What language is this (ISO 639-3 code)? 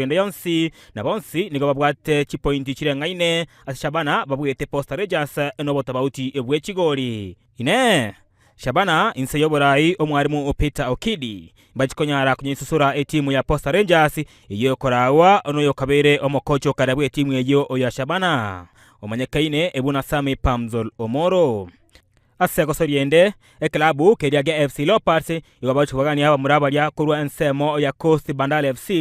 guz